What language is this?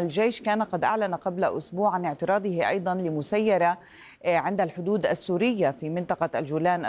Arabic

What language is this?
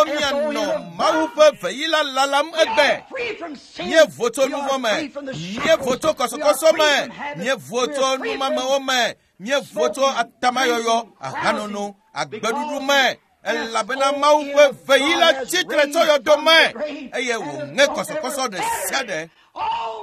Ewe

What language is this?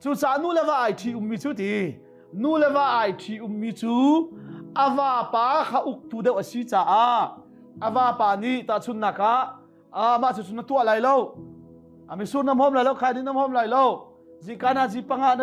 Hakha Chin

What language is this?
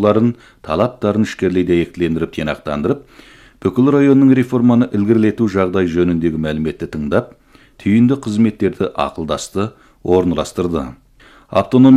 Kazakh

